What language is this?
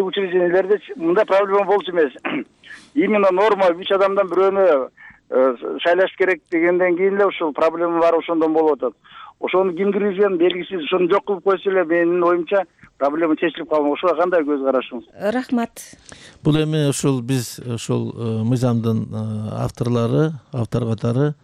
Kyrgyz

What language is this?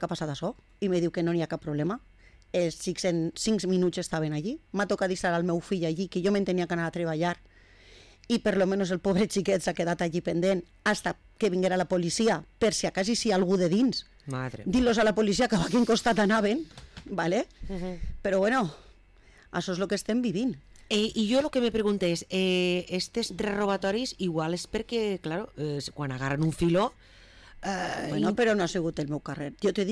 Catalan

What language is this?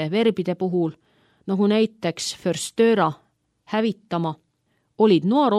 Estonian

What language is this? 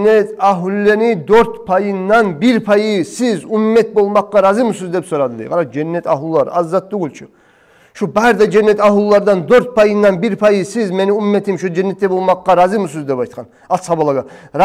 Kumyk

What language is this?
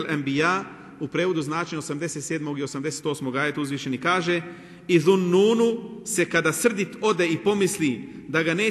Bosnian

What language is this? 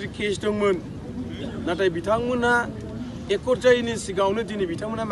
Bodo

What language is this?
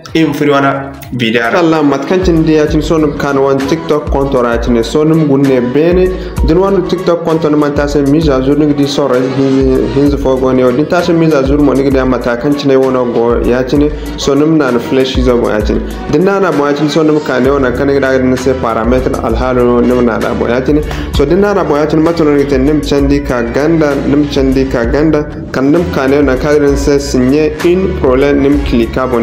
Zarma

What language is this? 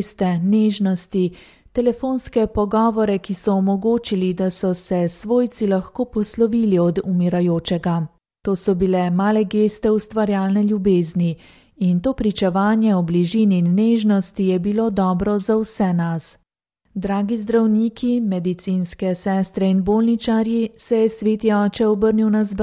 Slovenian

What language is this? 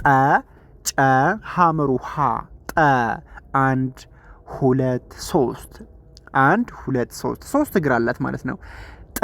Amharic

